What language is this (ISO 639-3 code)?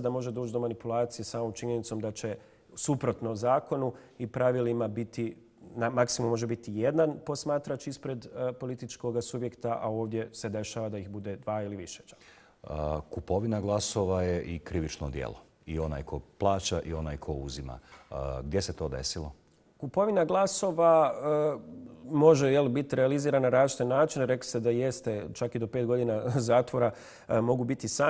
bos